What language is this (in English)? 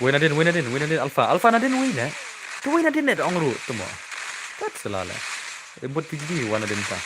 Khasi